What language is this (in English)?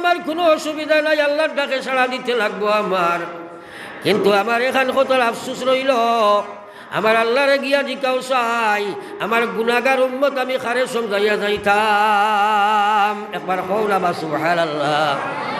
Sylheti